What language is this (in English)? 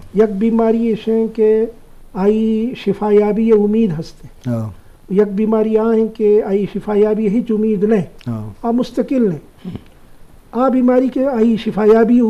Eastern Balochi